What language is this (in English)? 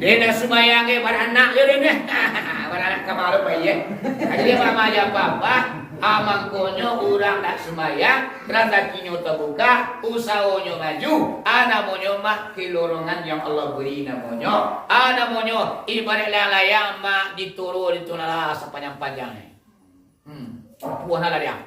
Minangkabau